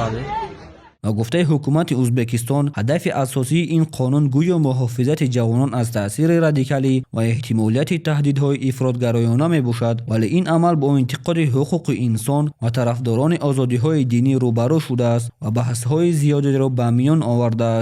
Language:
Tajik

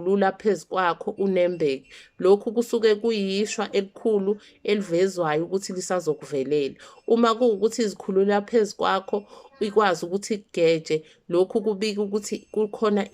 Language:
Zulu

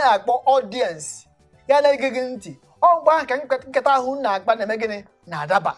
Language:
Igbo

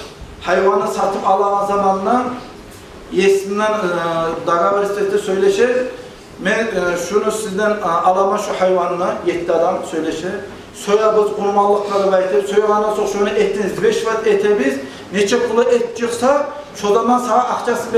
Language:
Kumyk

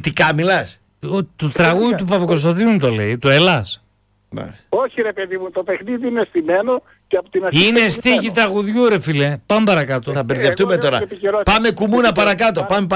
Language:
Greek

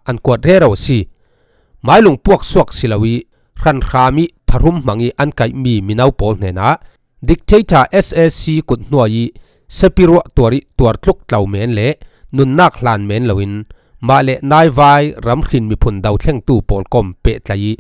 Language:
Falam Chin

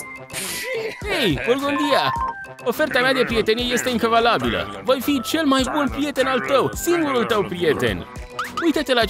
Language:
Romanian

